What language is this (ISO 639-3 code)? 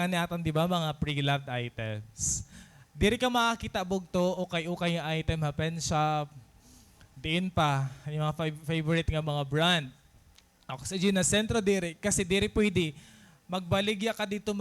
war